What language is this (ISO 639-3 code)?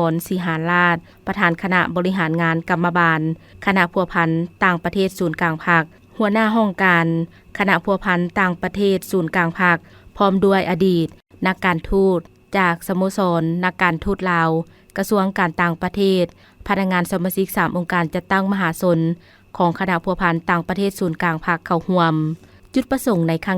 lao